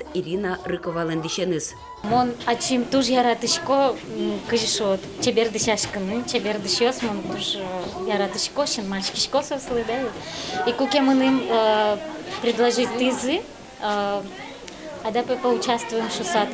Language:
Udmurt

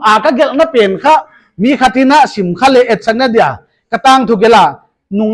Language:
Paite Chin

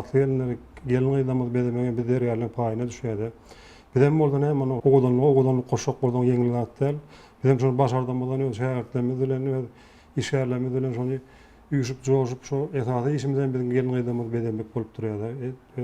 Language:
Turkmen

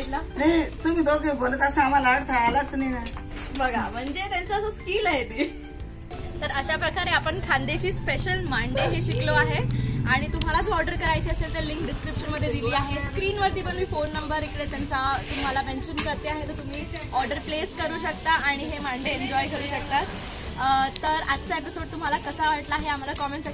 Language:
Marathi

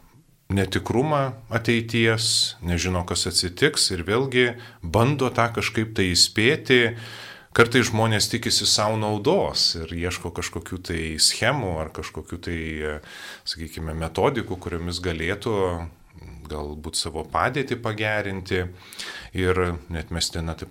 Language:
Lithuanian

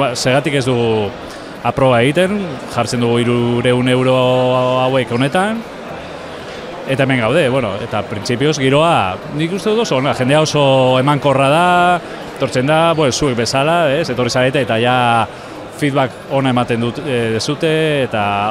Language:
Basque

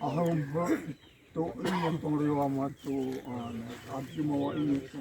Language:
Xavánte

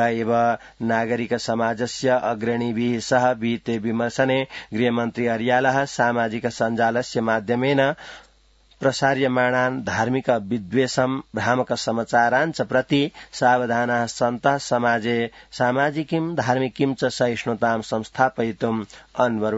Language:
Sanskrit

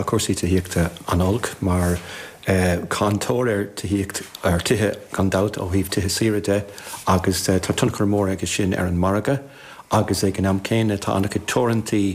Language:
Irish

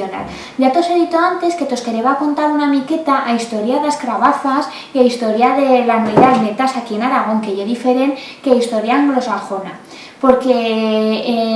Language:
Aragonese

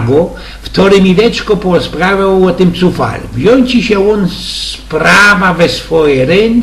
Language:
Silesian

